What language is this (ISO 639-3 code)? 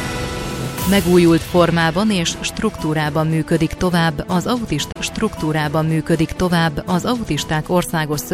hun